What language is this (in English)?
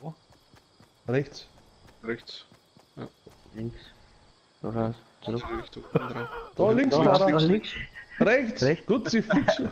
Bavarian